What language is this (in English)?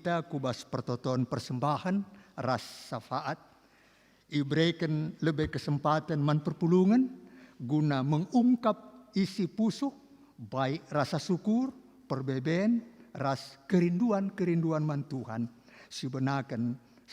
Batak Karo